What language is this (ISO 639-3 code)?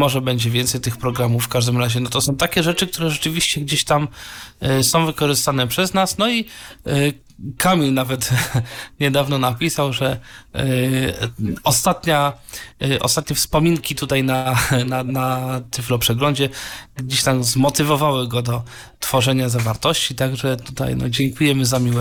pol